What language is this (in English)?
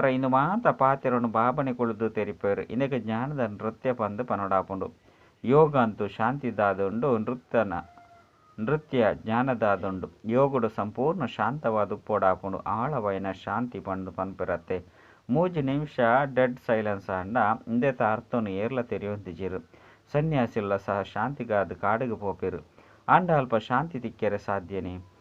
Tulu